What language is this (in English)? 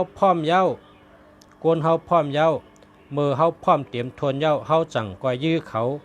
Shan